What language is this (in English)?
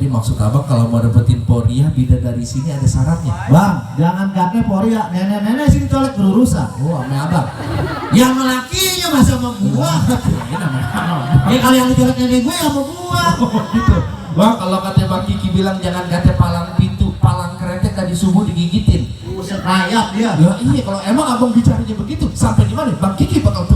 Betawi